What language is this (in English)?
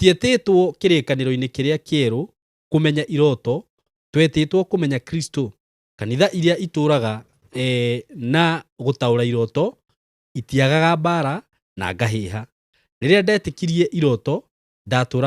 Kikuyu